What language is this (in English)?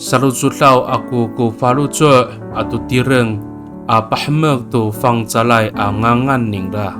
Amis